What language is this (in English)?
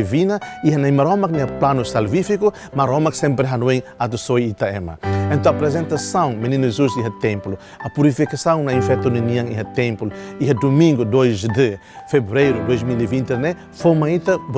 Tetum